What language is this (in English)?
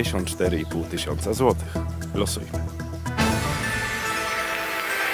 Polish